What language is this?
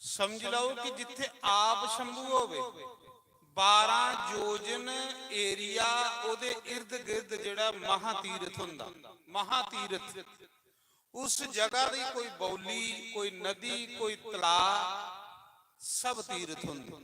Dogri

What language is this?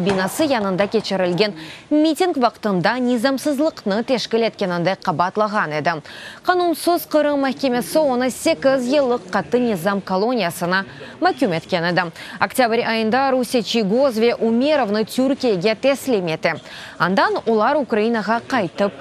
Crimean Tatar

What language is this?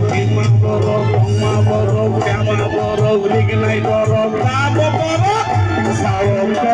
Kok Borok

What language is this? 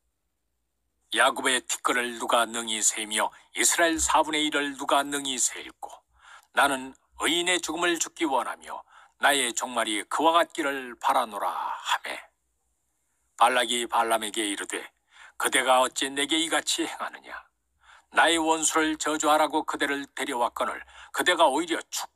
Korean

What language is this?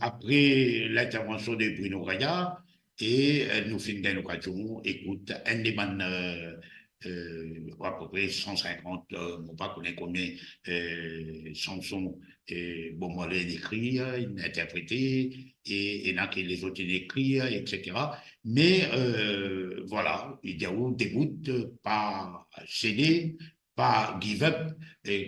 Morisyen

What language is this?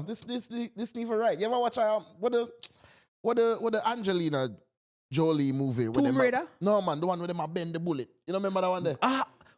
Jamaican Creole English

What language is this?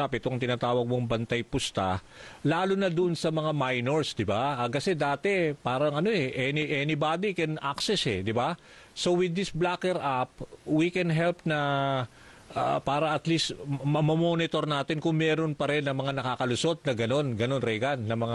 Filipino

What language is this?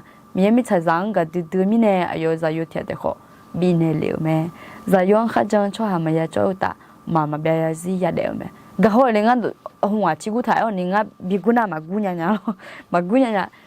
Akha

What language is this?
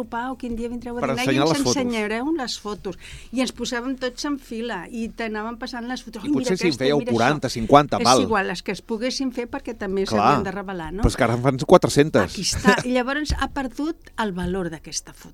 Catalan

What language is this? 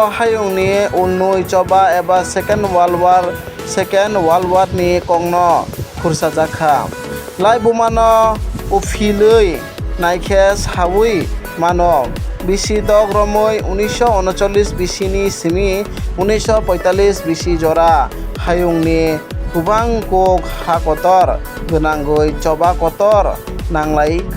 Kok Borok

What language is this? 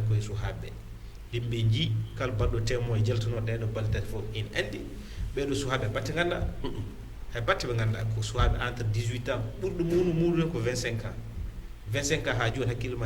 Fula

